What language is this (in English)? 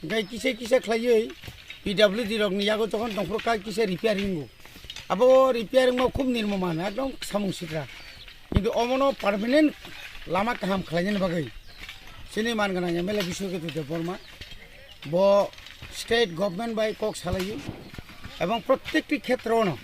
Kok Borok